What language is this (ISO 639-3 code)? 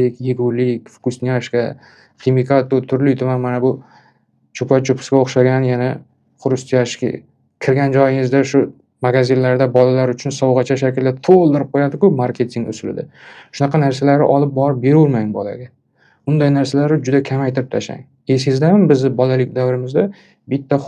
uzb